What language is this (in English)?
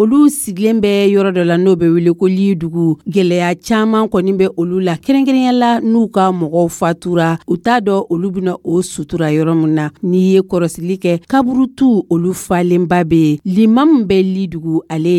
Dyula